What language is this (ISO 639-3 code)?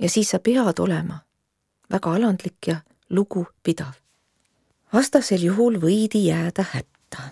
est